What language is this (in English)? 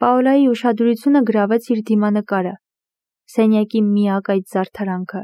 Armenian